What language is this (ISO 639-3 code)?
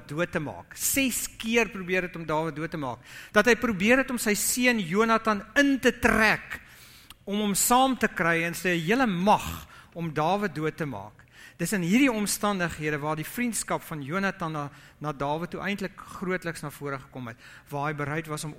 afr